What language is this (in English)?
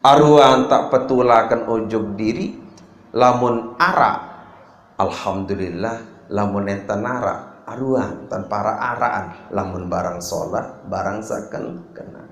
Sasak